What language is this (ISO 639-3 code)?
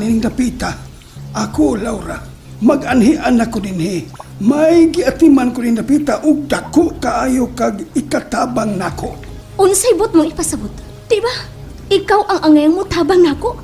ceb